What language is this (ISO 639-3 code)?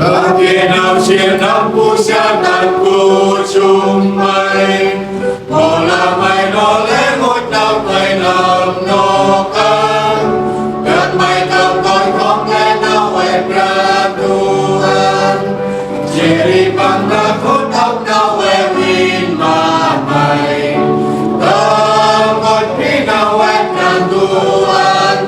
cmo